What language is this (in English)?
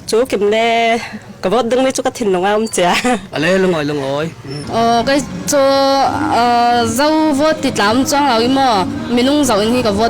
Hakha Chin